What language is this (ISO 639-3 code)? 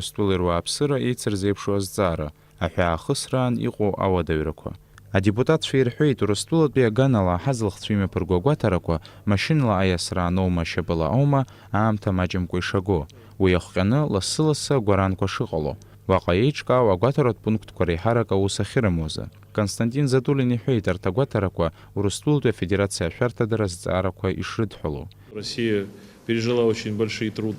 abk